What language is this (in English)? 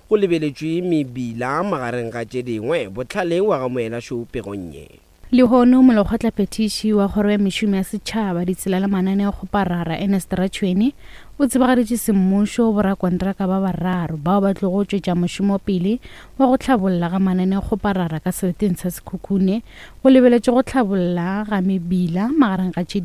Northern Sotho